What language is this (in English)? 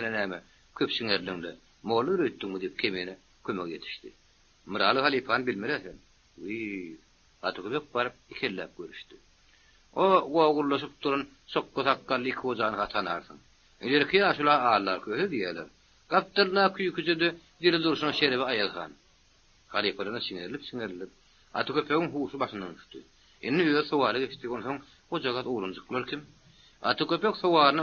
Turkmen